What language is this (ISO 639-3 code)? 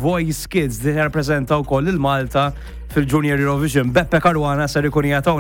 mlt